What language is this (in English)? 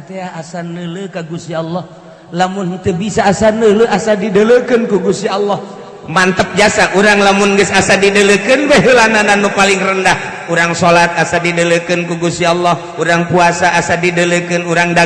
Sundanese